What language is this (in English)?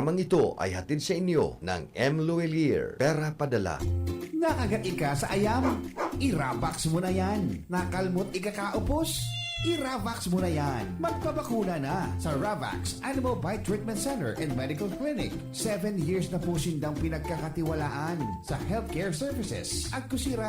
Bikol